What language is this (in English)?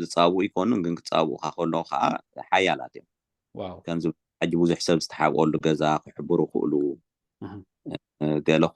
Tigrinya